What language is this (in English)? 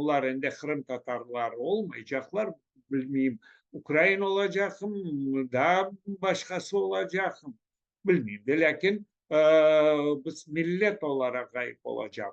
Crimean Tatar